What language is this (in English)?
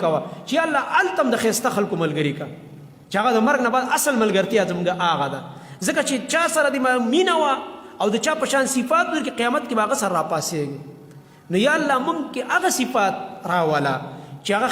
Pashto